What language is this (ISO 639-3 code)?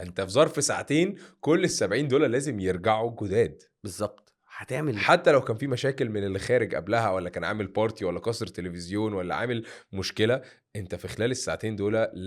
arz